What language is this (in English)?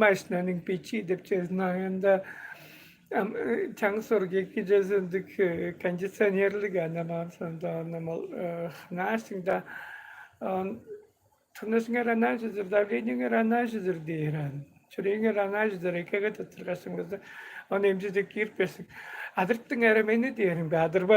Tuvinian